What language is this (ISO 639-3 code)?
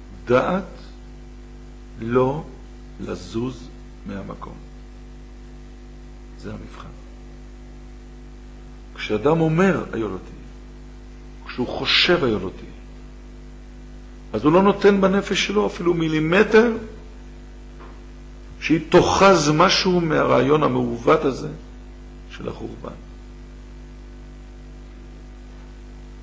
heb